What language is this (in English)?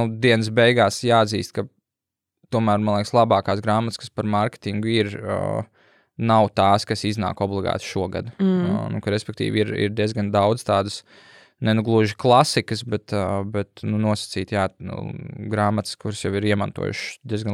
Latvian